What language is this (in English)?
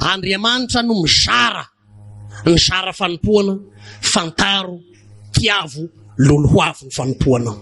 Malagasy